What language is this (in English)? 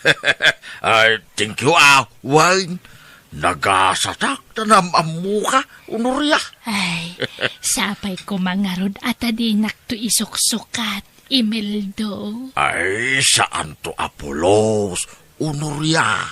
Iloko